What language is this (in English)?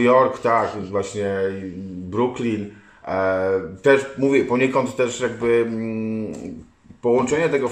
Polish